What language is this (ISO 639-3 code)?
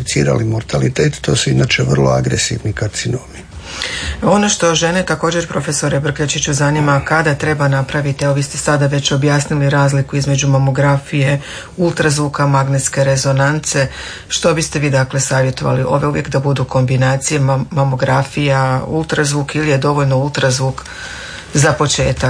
hrv